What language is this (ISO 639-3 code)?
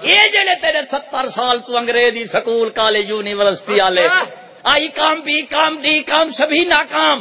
skr